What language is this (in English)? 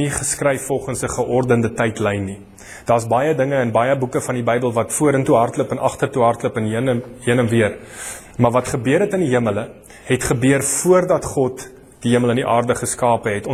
Afrikaans